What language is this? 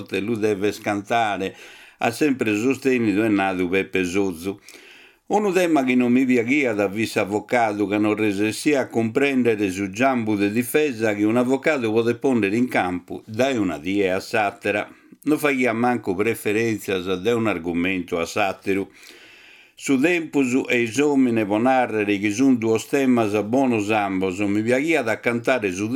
Sardinian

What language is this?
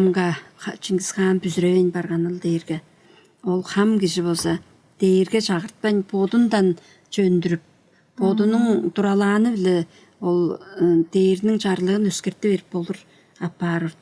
Tuvinian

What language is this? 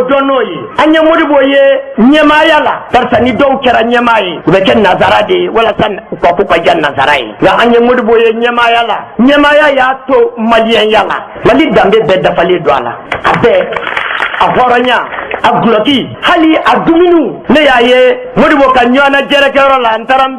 Bambara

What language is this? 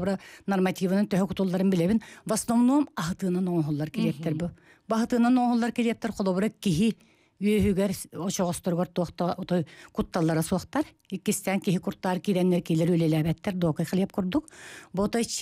Yakut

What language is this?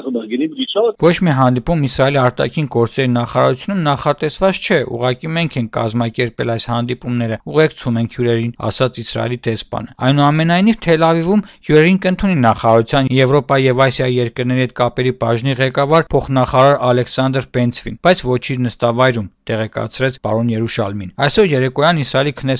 Armenian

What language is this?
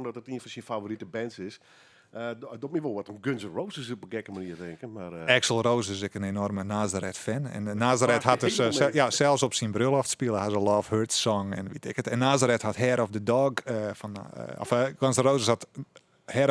Western Frisian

